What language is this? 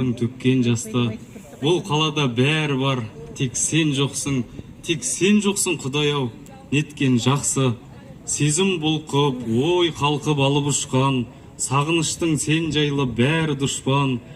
Kazakh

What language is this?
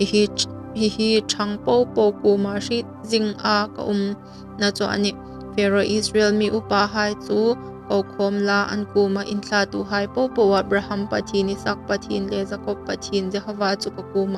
Hmar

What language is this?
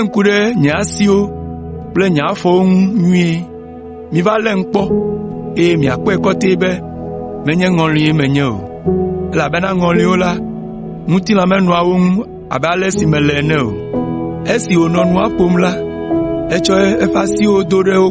Ewe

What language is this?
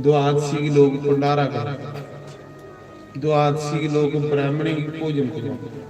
Dogri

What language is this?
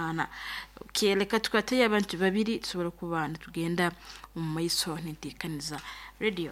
Nyankole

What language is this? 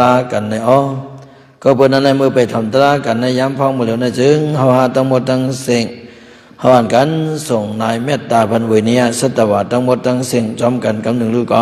Shan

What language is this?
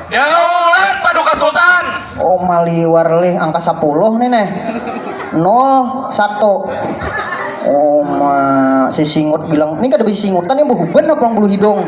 Banjar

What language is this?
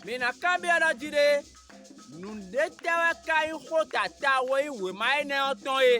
Fon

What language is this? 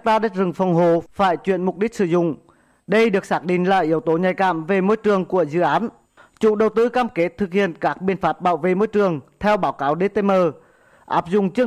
Vietnamese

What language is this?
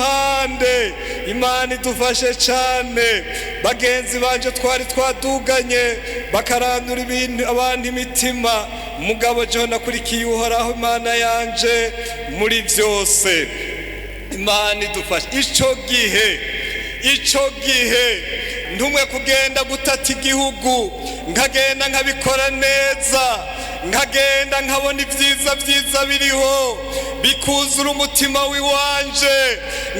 Rundi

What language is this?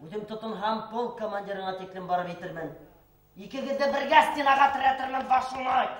Bashkir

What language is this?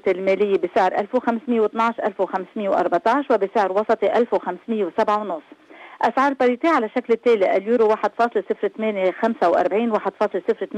Arabic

